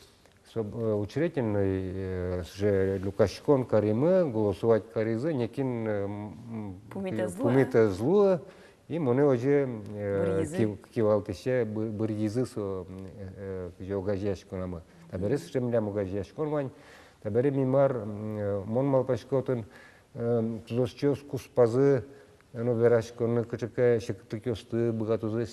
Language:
Udmurt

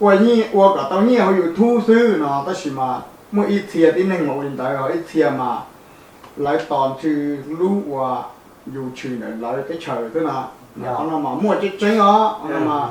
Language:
Hmong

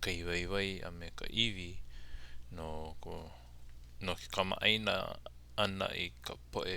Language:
Hawaiian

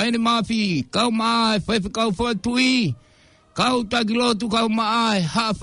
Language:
Tongan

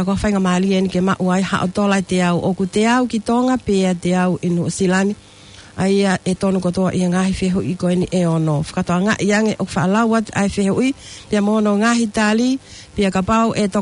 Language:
Tongan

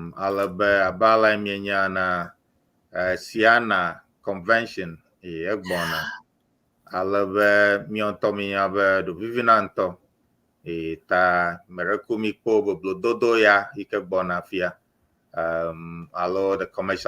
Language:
Ewe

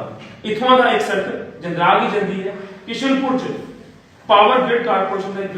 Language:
Dogri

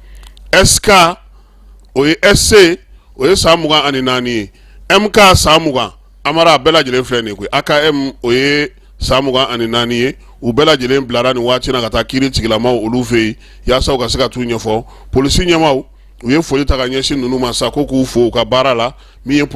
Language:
Bambara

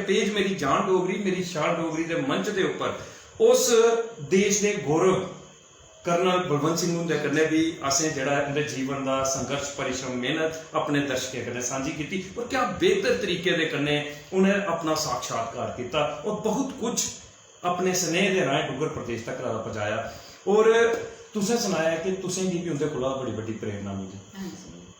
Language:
Dogri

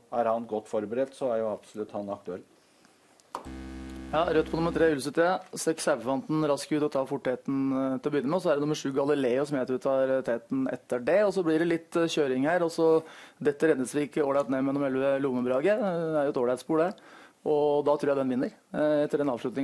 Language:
Norwegian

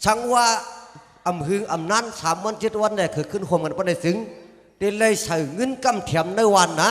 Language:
Shan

